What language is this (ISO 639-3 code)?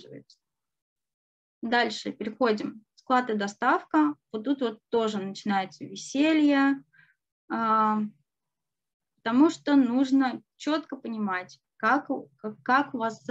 rus